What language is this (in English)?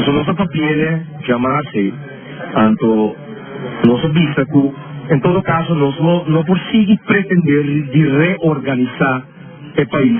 Papiamento